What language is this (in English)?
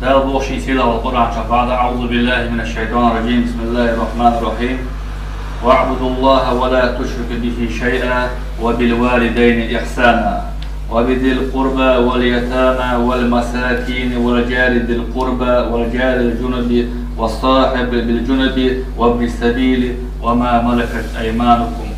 Chechen